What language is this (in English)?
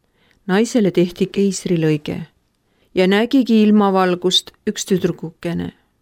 Estonian